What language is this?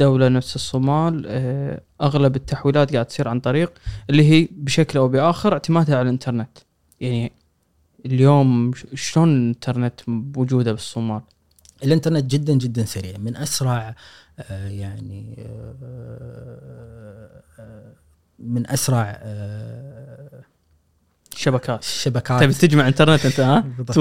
Gulf Arabic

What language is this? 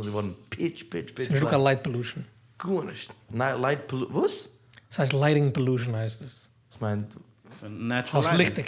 Yiddish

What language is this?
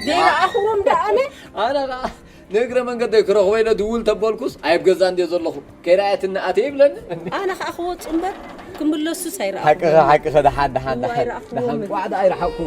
Tigrinya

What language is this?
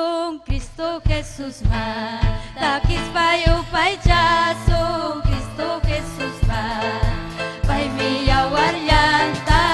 Ayacucho Quechua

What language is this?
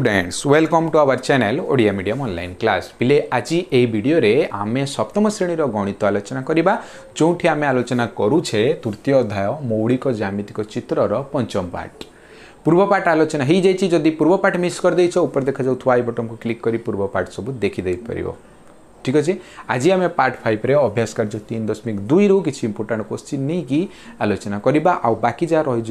Odia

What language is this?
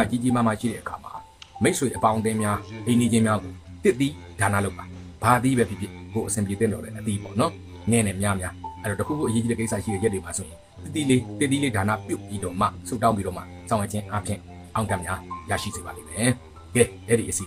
Burmese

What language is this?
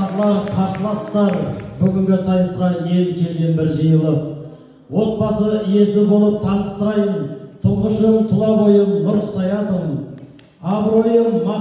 Kazakh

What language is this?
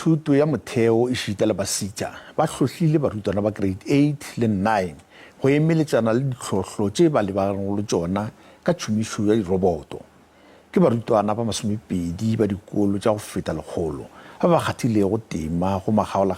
Northern Sotho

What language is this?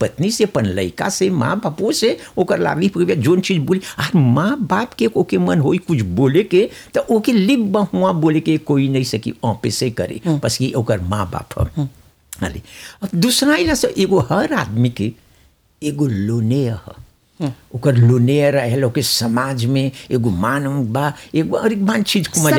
Bhojpuri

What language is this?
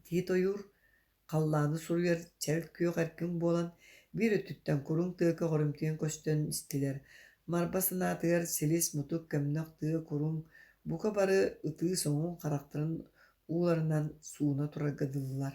Yakut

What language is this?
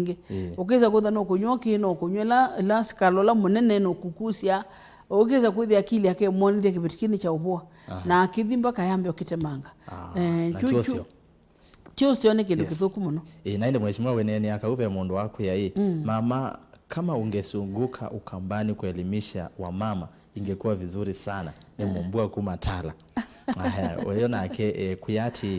Kamba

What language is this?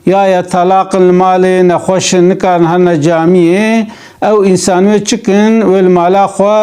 Kurdish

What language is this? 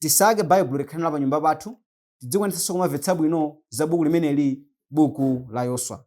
Nyanja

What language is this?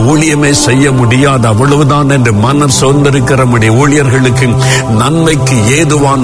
Tamil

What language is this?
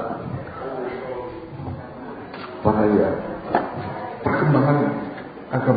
Indonesian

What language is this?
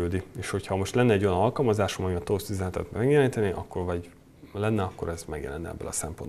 Hungarian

